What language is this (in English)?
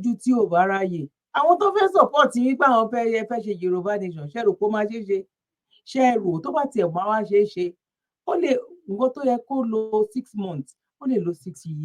Yoruba